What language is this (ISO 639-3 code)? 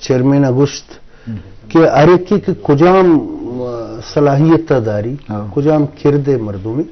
bgp